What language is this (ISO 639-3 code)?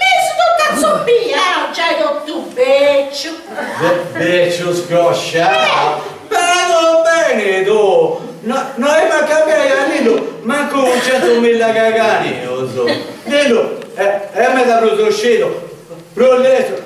srd